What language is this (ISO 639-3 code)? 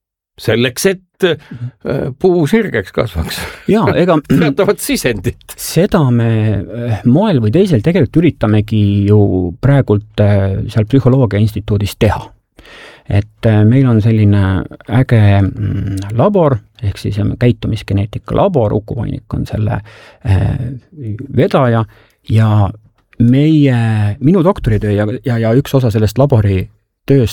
est